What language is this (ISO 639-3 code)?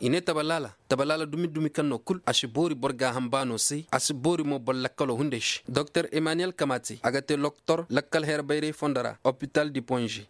ses